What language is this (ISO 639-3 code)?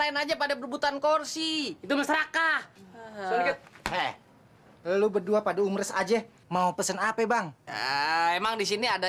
bew